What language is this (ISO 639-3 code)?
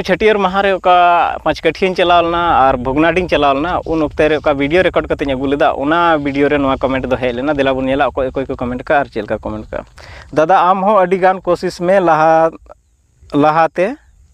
sat